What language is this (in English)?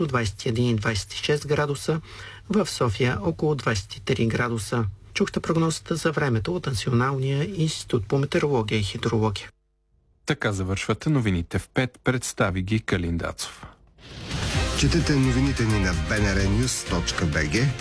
Bulgarian